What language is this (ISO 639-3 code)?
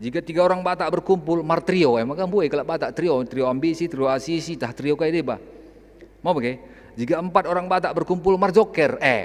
btx